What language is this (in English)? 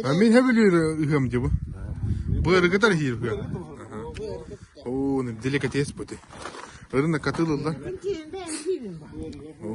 Yakut